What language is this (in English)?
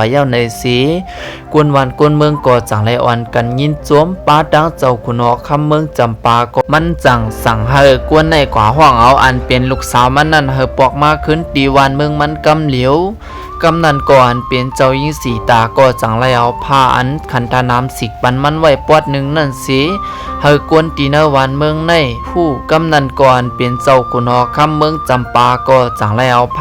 Lao